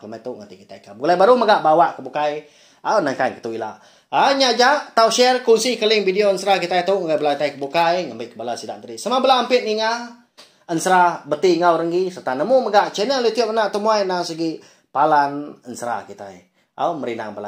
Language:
Iban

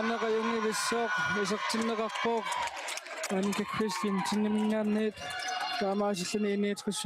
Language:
Kalaallisut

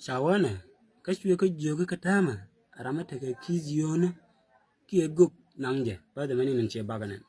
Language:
Nuer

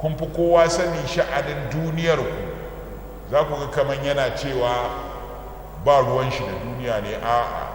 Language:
Hausa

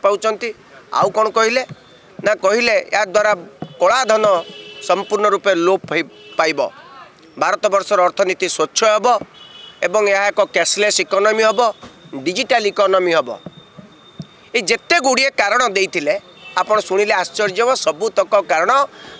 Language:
Odia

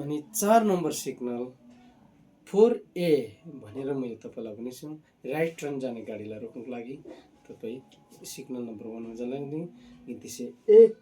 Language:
Nepali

